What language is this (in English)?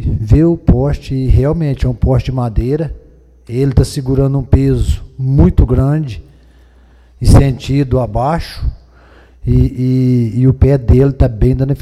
Portuguese